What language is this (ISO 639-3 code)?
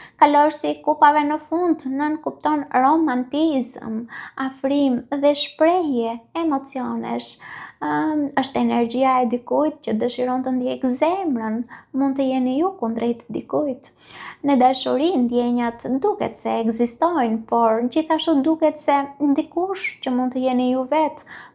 sqi